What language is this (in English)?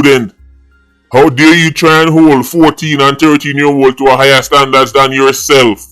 Jamaican Creole English